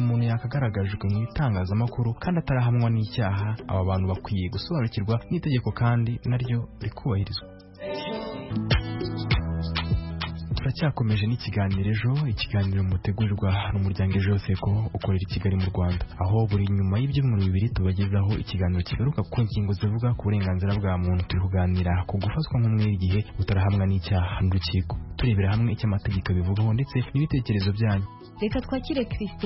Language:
Kinyarwanda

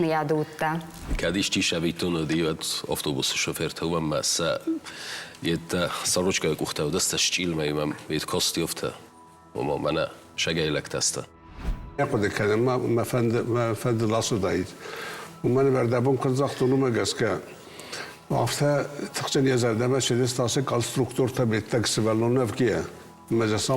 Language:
Ossetic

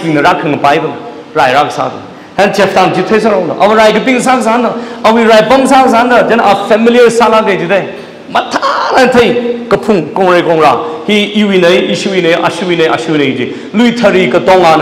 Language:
Tangkhul Naga (India)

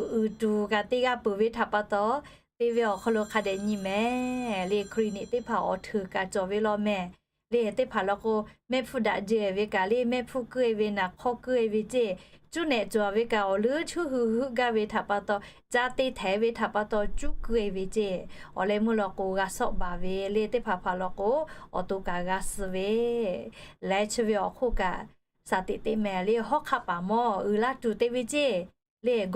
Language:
Lahu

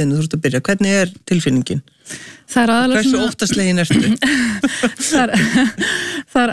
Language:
Icelandic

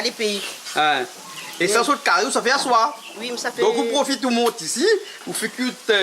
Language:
Réunion Creole French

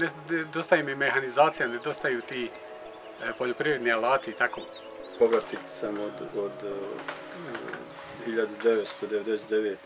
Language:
Bosnian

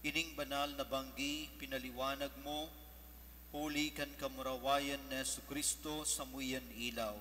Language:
Bikol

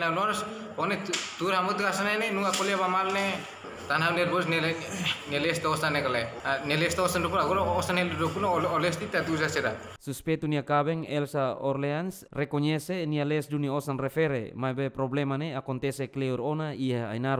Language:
Tetum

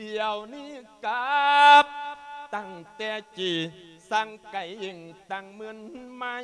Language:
Lao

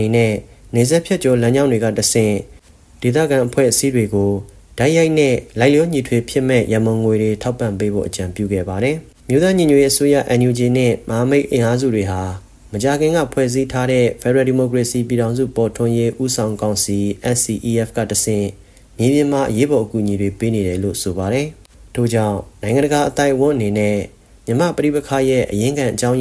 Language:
Burmese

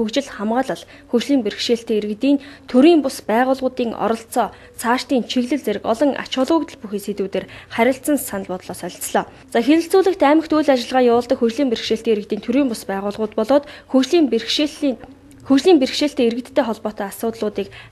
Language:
Mongolian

